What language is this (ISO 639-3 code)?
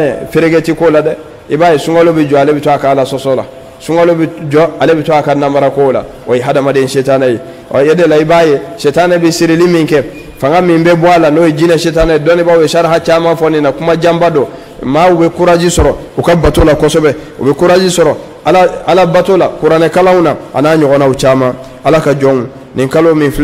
bam